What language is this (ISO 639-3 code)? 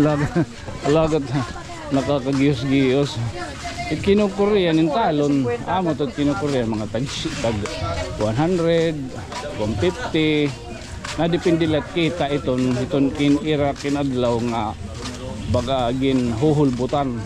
war